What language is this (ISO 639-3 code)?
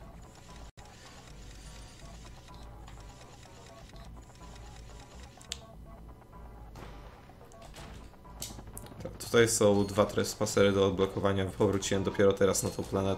pol